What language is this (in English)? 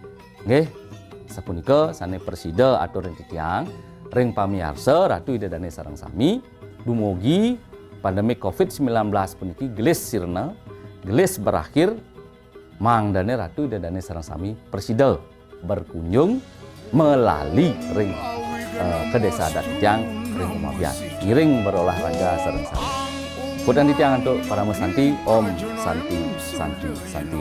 Balinese